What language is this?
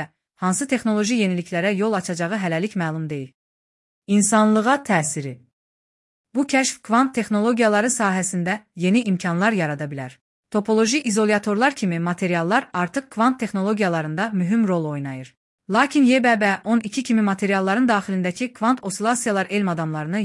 Azerbaijani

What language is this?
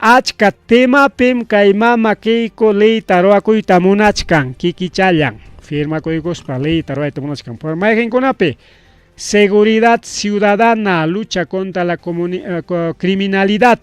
Ayacucho Quechua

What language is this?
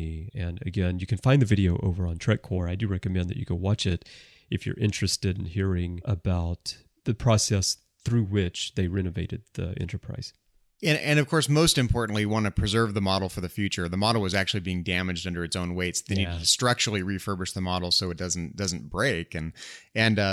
English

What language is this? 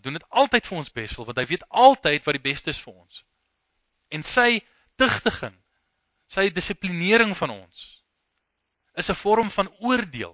Afrikaans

